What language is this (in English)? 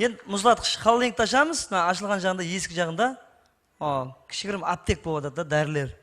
Kara-Kalpak